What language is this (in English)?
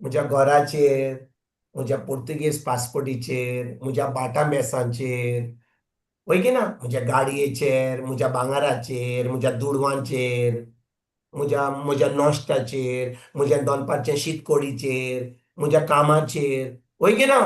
Konkani